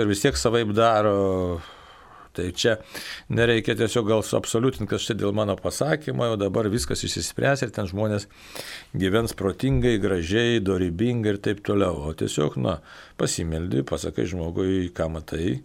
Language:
Lithuanian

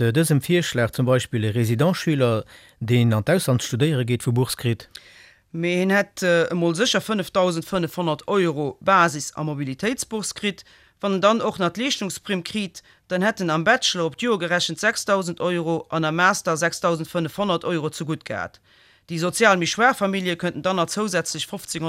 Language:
Luxembourgish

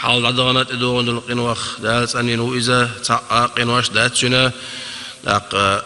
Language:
Chechen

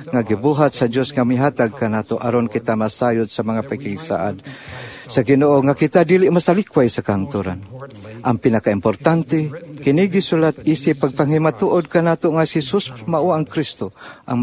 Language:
Cebuano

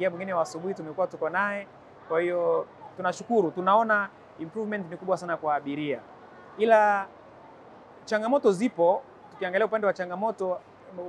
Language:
Swahili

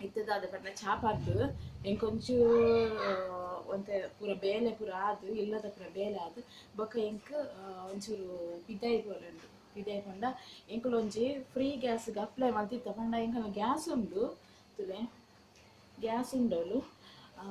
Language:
Tulu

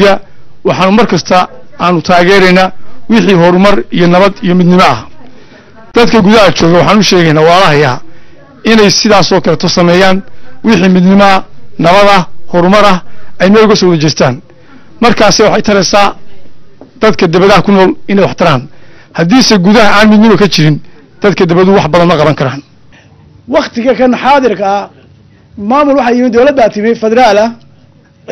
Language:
Somali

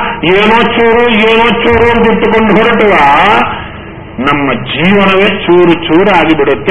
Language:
Kannada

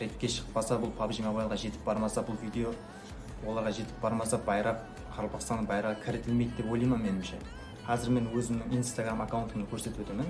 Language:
Kara-Kalpak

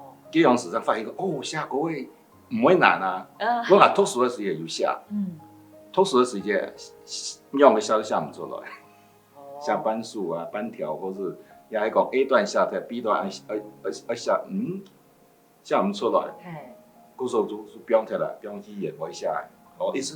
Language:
Hakka Chinese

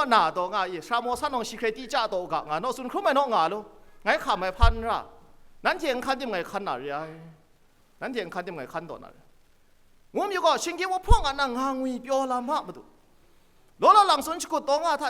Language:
Kachin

